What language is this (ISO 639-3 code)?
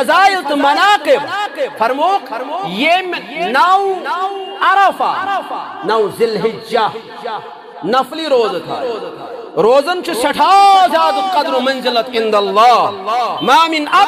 kas